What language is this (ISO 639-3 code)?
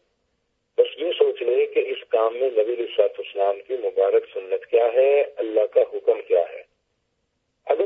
urd